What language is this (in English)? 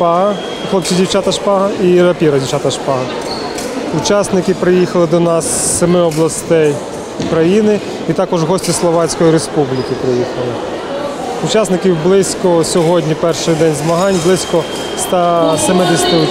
Ukrainian